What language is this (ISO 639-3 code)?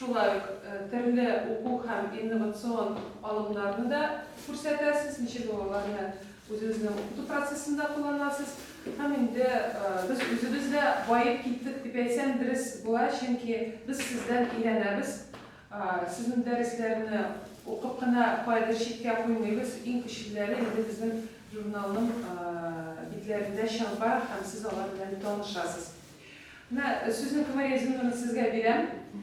tat